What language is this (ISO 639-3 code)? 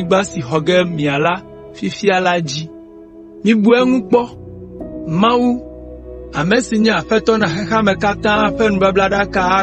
ewe